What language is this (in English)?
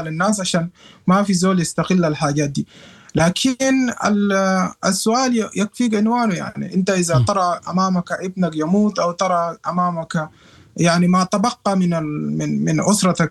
Sudanese Arabic